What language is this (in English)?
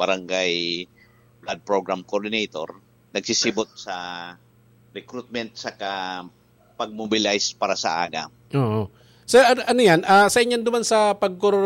Bikol